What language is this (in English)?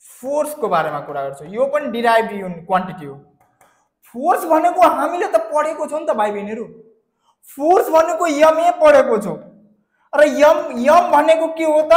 Nepali